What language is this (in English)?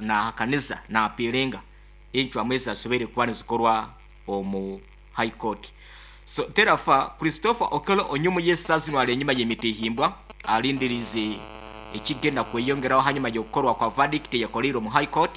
Nyankole